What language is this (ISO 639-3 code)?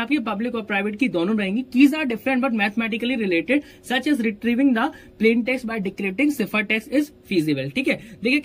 hin